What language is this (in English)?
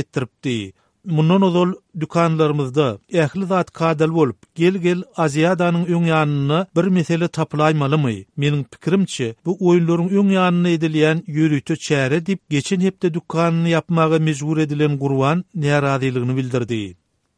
Turkmen